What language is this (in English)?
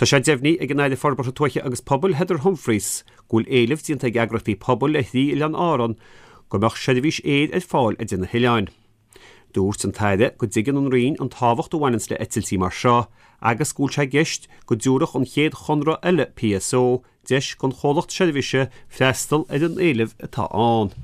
Irish